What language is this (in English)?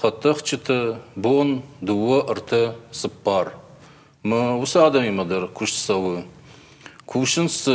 Ossetic